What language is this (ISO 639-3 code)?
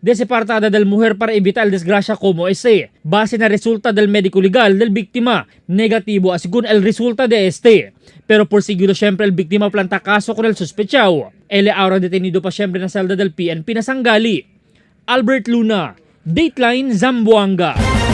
cbk